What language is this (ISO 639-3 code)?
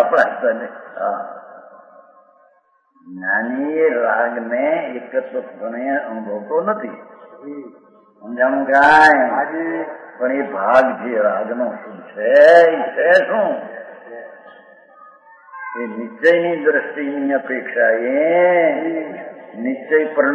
guj